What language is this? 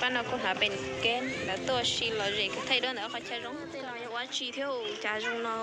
Hmong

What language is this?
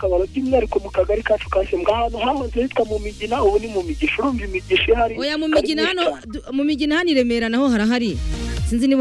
Kinyarwanda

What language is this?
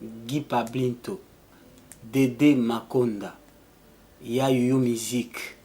Lingala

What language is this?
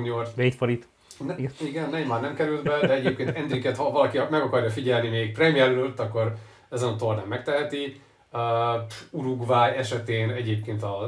Hungarian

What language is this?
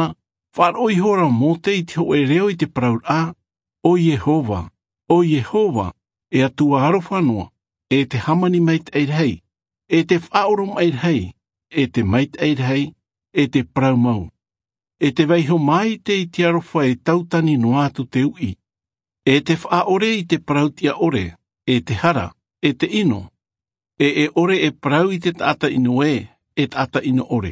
Tahitian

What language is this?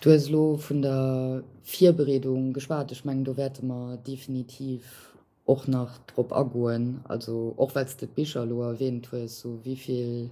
Luxembourgish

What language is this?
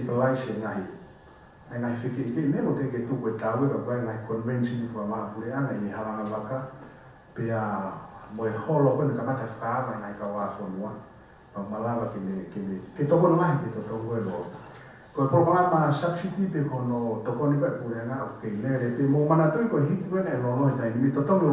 Tongan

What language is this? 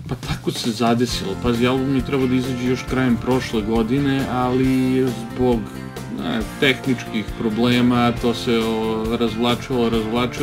Serbian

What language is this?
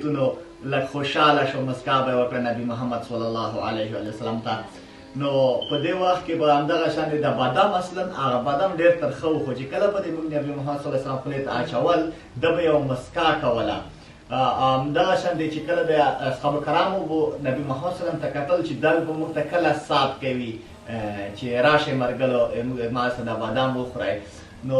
Pashto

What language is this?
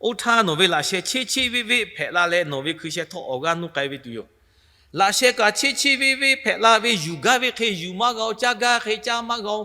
Lahu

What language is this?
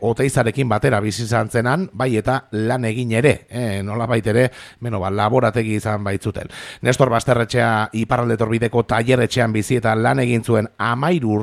Basque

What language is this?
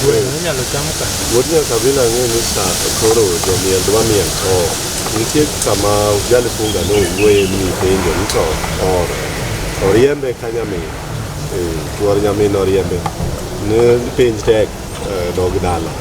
Luo (Kenya and Tanzania)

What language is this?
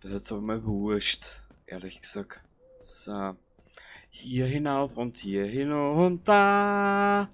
Bavarian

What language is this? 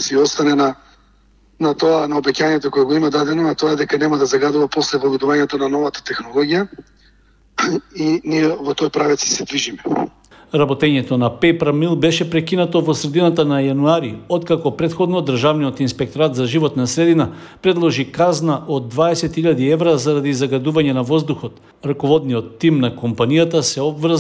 Macedonian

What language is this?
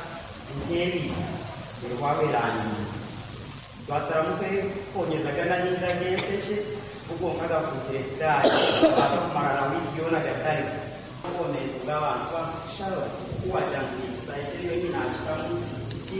Nyankole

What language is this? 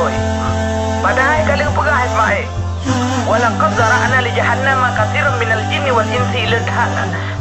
Achinese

